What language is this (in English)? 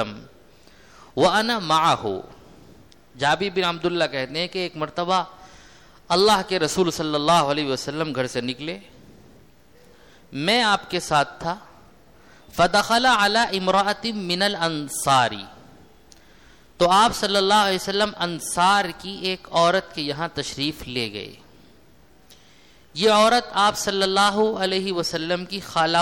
Urdu